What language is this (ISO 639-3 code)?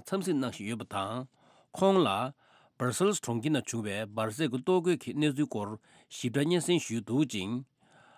bod